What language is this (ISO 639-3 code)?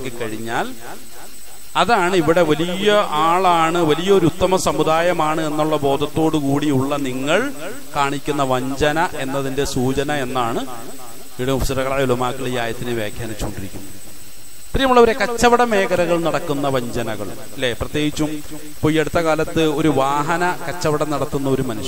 mal